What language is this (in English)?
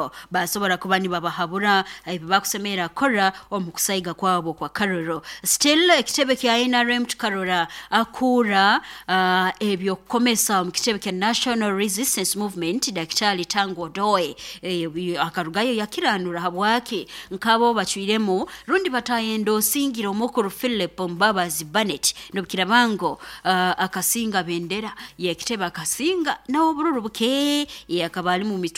Nyoro